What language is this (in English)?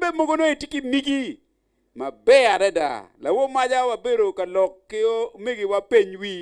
Acoli